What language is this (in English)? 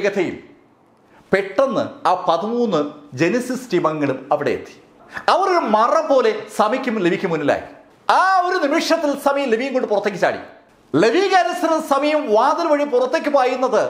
Malayalam